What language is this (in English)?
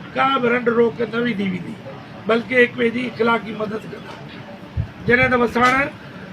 Sindhi